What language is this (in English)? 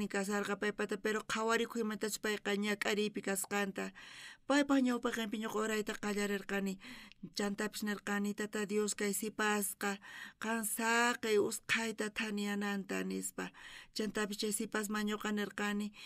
South Bolivian Quechua